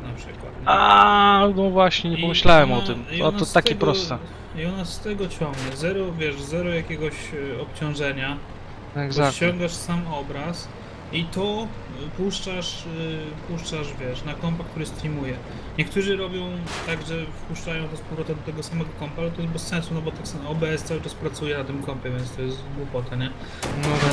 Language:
Polish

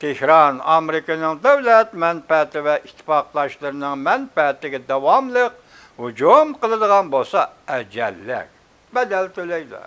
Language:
Uyghur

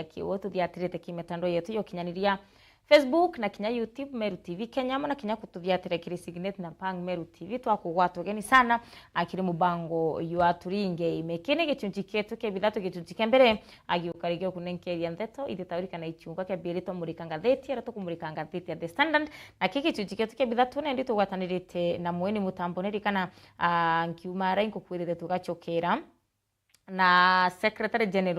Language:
Meru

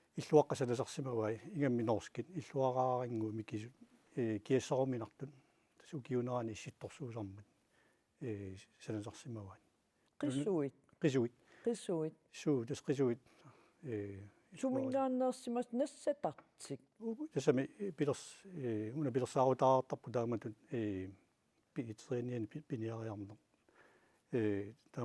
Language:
Kalaallisut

